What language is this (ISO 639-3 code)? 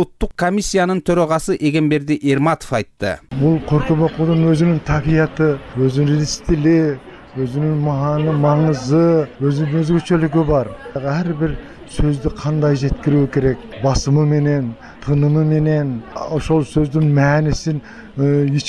kir